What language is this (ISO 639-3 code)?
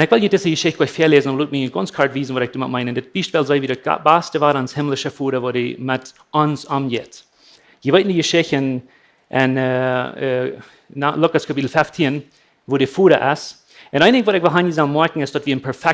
pdt